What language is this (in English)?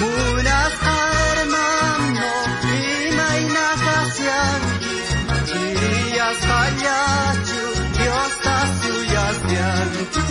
South Bolivian Quechua